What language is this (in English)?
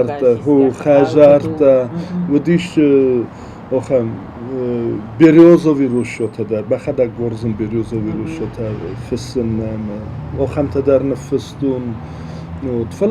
Ossetic